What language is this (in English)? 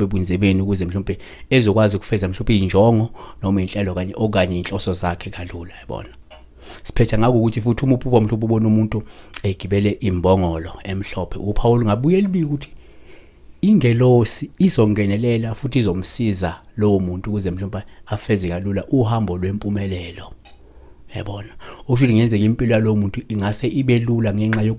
Zulu